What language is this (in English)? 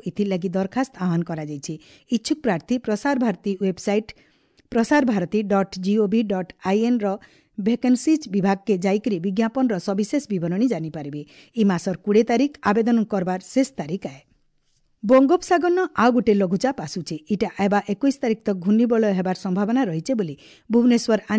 Odia